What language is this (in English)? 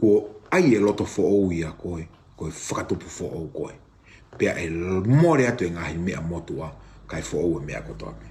Tongan